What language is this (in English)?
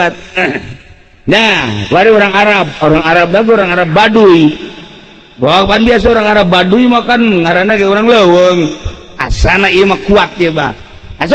Sundanese